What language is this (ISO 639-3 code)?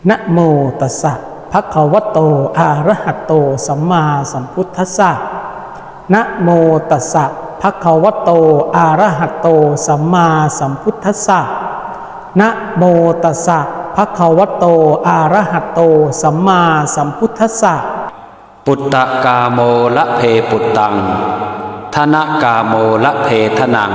pli